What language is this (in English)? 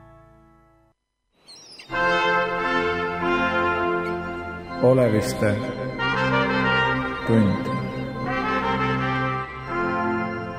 Estonian